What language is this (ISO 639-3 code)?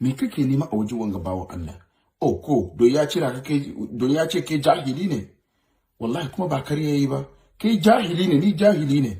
hau